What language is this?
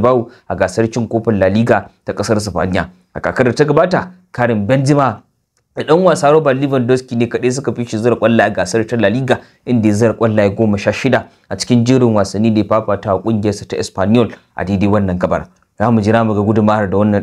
Hausa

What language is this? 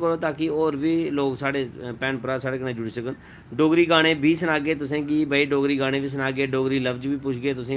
Dogri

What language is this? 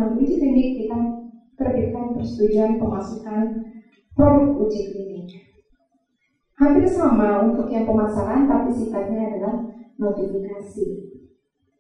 Indonesian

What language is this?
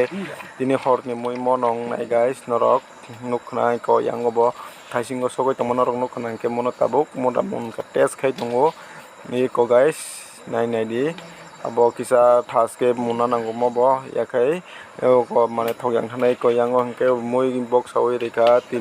Kok Borok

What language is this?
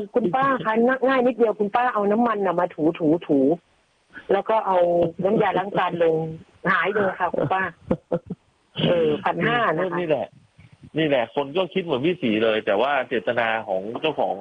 Thai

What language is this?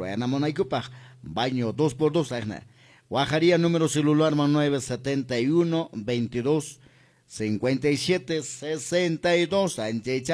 Quechua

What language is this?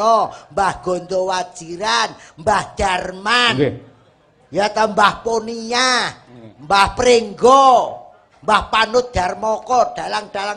Javanese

